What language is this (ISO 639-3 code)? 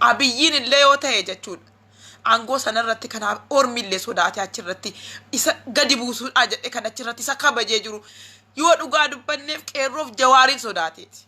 orm